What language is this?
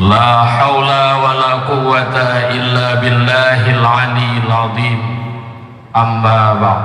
Achinese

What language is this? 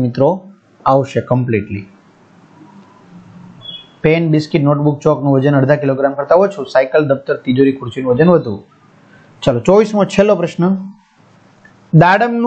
Gujarati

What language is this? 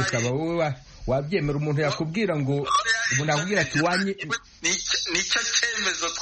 Kinyarwanda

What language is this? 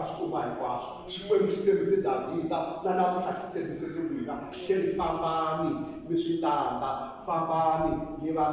Tsonga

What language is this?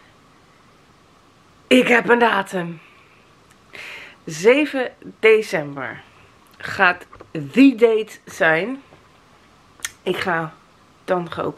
Dutch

